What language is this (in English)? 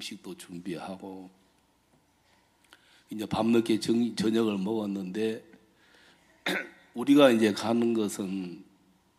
Korean